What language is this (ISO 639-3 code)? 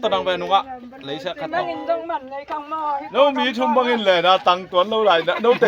ctd